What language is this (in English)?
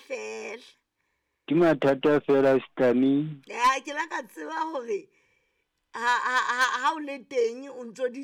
Southern Sotho